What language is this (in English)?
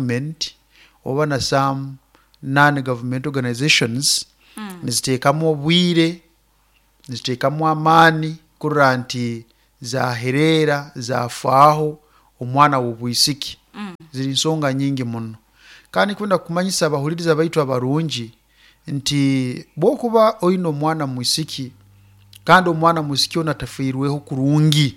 Nyoro